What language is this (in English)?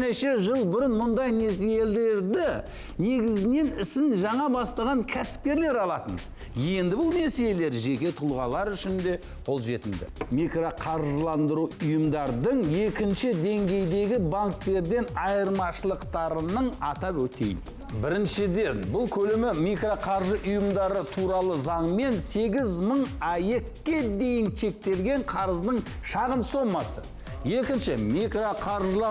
Kazakh